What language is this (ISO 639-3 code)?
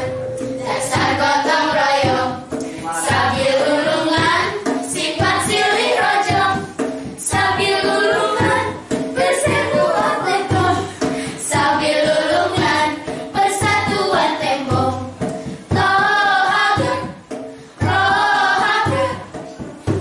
sun